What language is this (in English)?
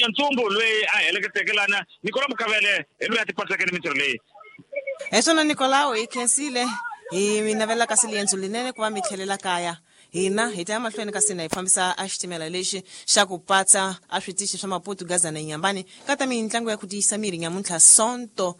Tsonga